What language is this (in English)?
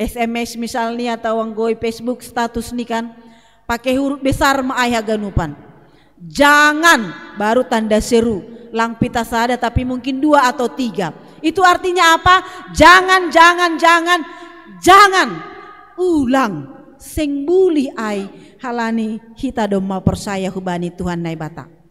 Batak Simalungun